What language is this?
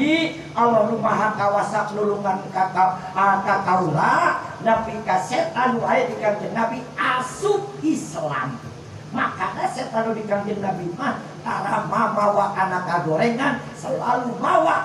Sundanese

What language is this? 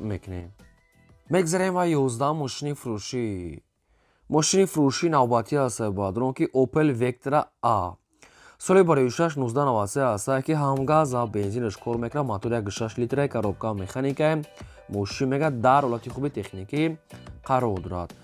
Tajik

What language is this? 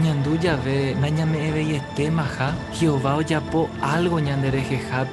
Guarani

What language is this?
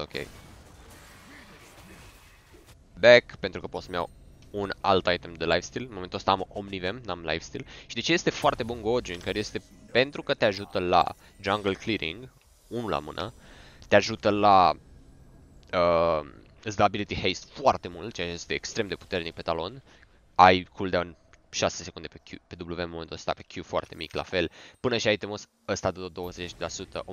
Romanian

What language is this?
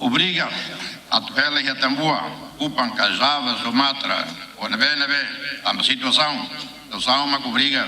Tetum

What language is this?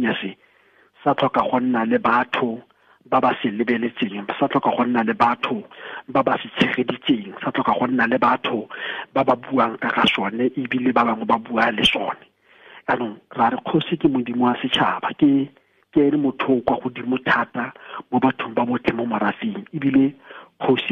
Tswana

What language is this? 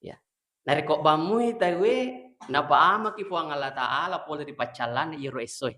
Buginese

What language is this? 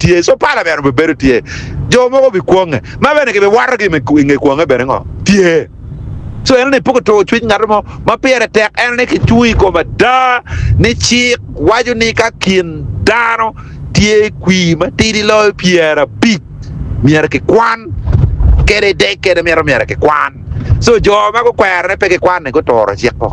Acoli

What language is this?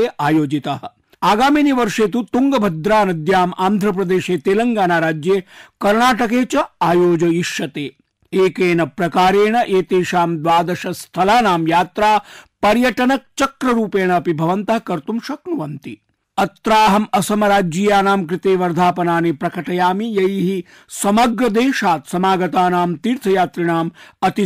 Sanskrit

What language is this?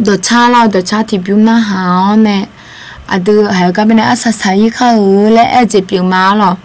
Akha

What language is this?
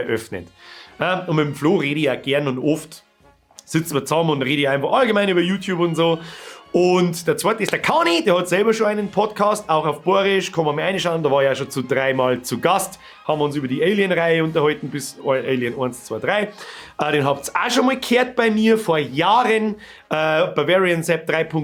Bavarian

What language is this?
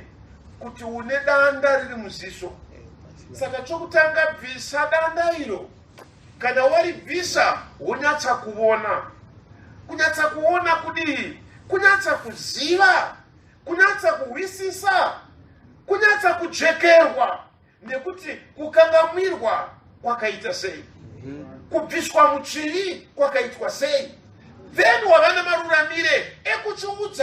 Shona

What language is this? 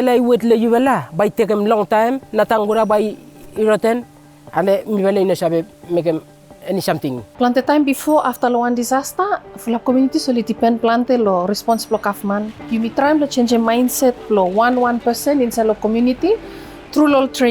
Bislama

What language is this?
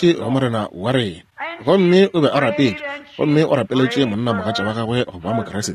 Northern Sotho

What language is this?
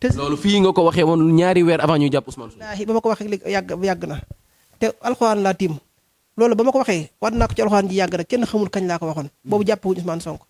Wolof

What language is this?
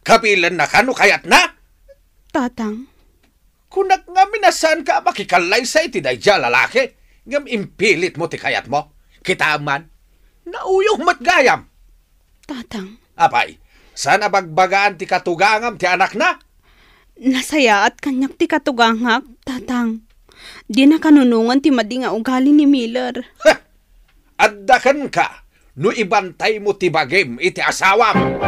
Iloko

